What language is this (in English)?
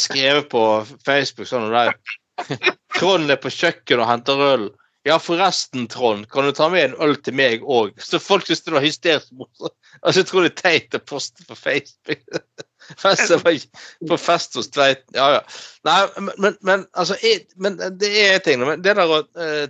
Norwegian